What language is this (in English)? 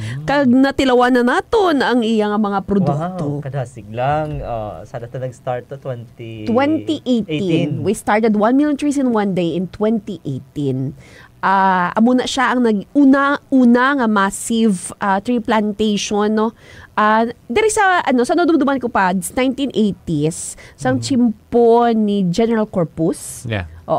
Hiligaynon